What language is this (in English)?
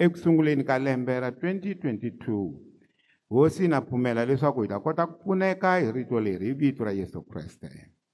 Tsonga